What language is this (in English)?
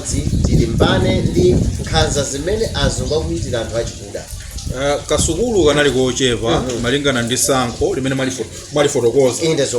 Nyanja